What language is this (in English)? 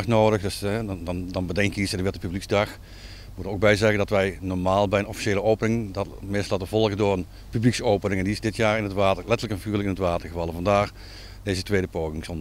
Dutch